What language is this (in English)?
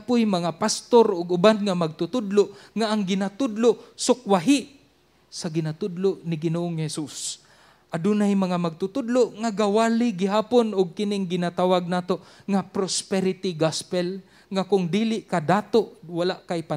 Cebuano